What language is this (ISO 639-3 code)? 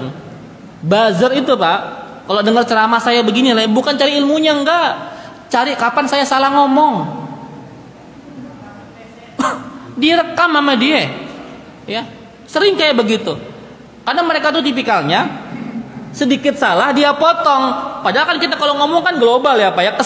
ind